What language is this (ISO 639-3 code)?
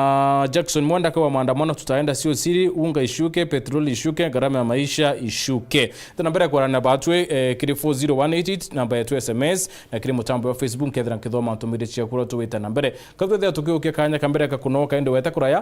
mer